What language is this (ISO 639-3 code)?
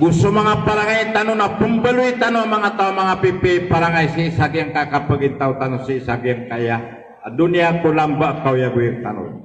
mrw